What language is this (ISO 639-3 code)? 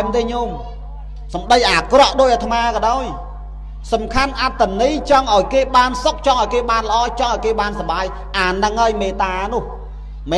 khm